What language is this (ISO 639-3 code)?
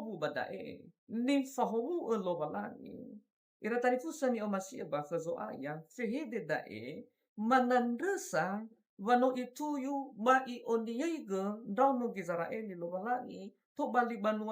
nia